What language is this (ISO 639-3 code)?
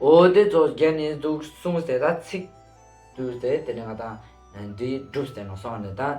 lbj